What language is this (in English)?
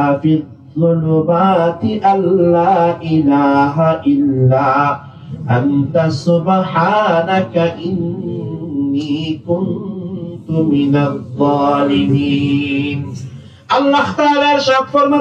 Rohingya